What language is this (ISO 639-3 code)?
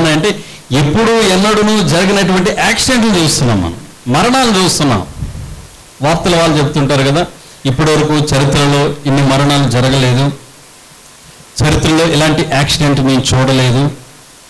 tel